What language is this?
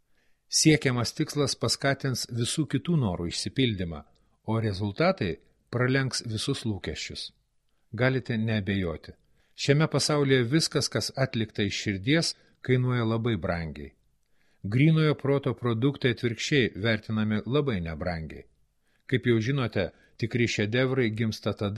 Lithuanian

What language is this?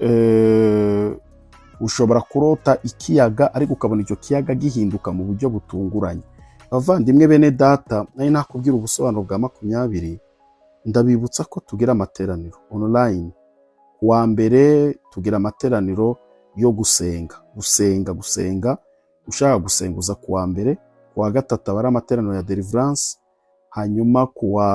Kinyarwanda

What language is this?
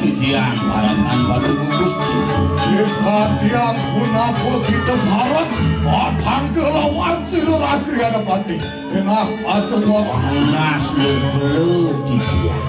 Balinese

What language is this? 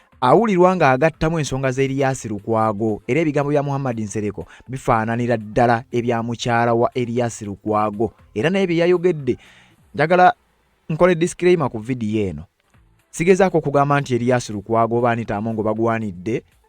Ganda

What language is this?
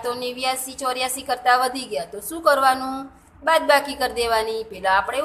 Gujarati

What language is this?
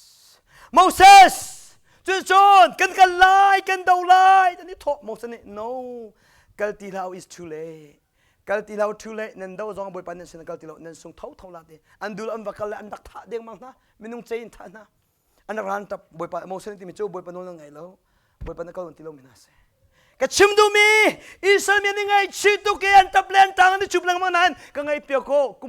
Hakha Chin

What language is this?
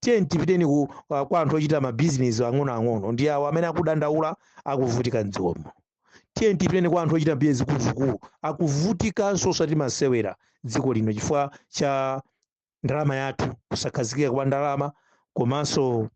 Nyanja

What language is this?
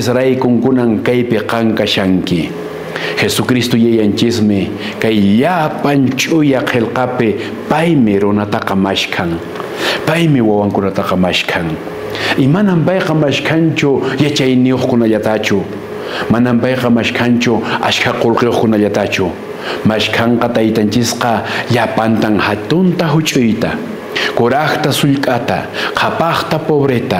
Quechua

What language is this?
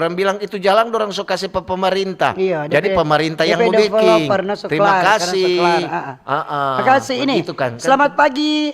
Manado Malay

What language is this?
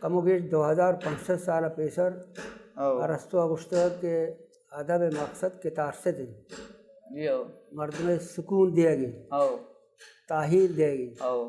Baluchi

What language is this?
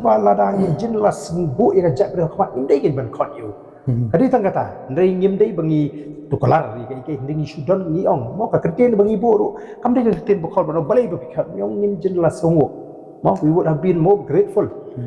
Khasi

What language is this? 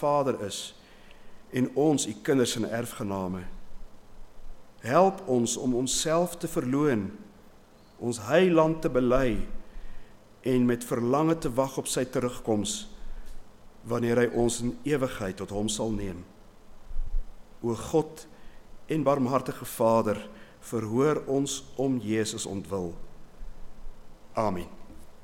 Afrikaans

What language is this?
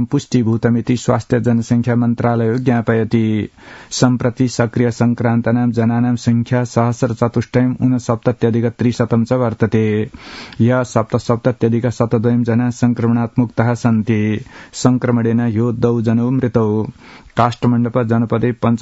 Sanskrit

